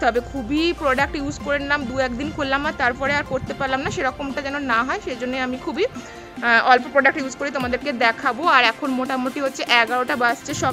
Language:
Bangla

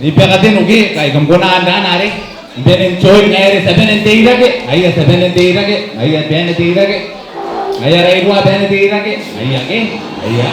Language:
Gilbertese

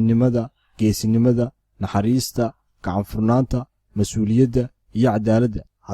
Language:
Somali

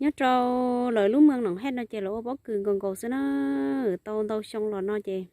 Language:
Hmong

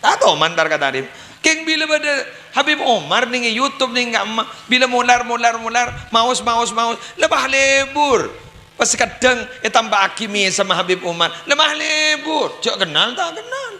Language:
Madurese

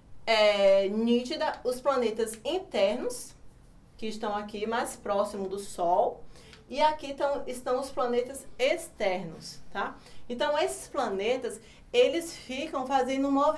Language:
Portuguese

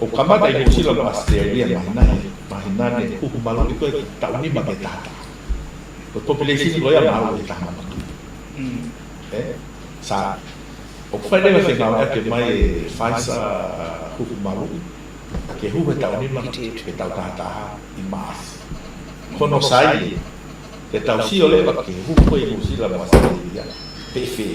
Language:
Tongan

